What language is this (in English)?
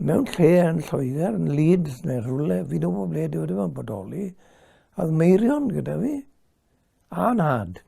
Welsh